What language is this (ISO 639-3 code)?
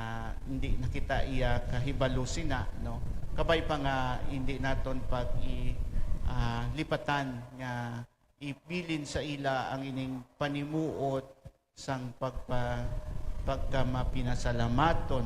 hil